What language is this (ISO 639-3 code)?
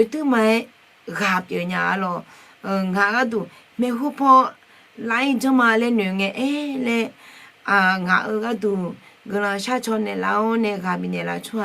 ahk